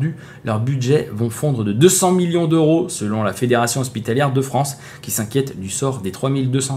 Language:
French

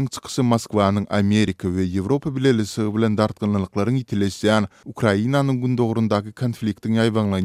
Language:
Turkmen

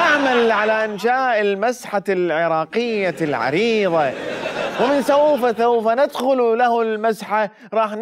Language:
Mesopotamian Arabic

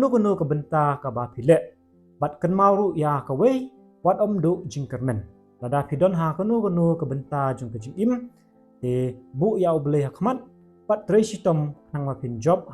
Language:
Khasi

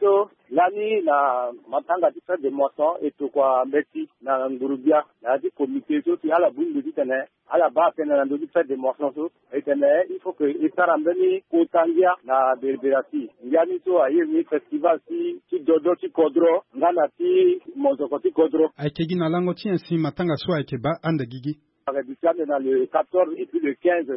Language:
Sango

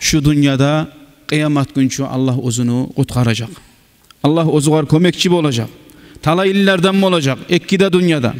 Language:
Kumyk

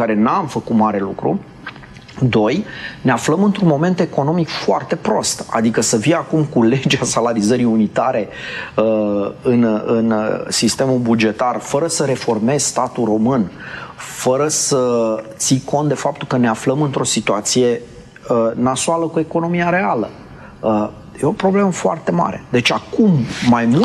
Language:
Romanian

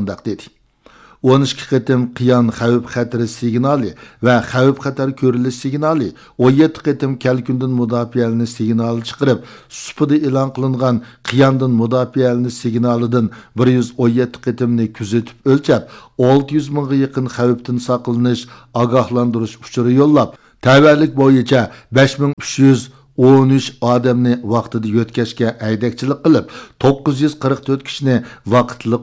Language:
Uyghur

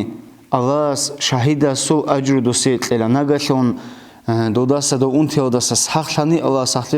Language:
Avaric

